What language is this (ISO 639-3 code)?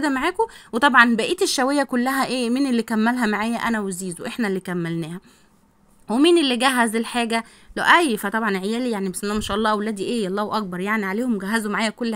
arz